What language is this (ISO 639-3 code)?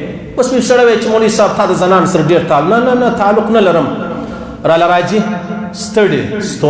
pus